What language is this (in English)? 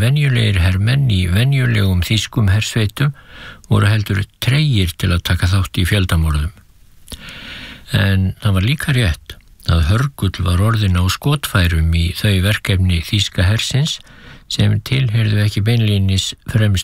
Icelandic